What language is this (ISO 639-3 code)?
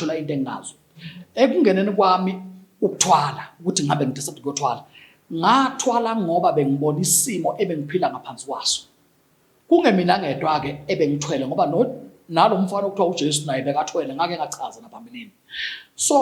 zul